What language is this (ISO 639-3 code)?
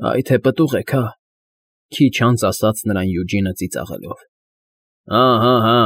hye